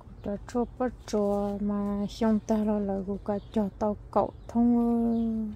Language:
Hmong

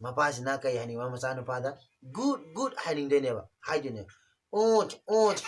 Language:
Manipuri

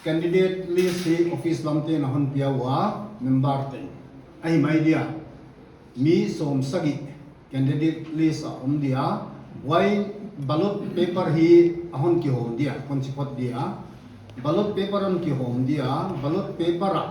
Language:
Paite Chin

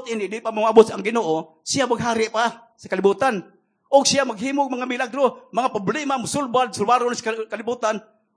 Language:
Cebuano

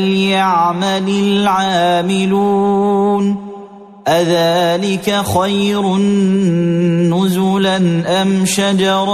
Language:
Arabic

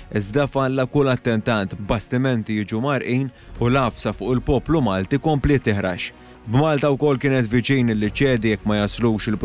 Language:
Maltese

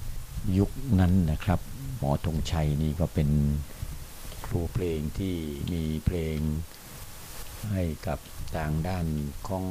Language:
Thai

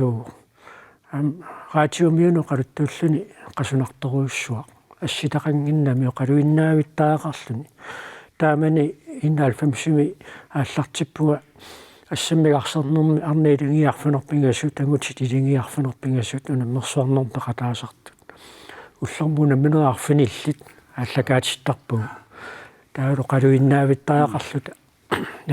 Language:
Kalaallisut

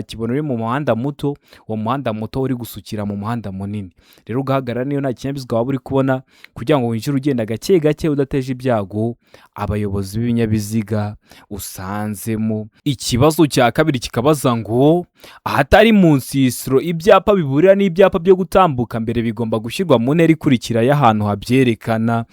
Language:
Kinyarwanda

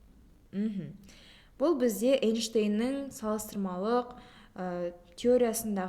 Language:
Kazakh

